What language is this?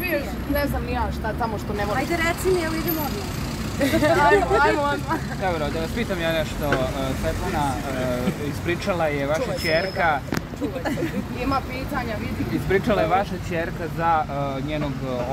Serbian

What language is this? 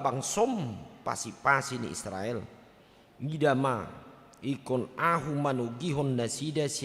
Batak Toba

